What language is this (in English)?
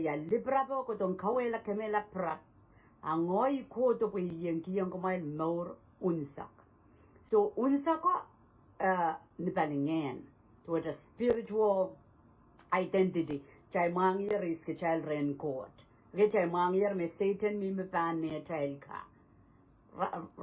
Pohnpeian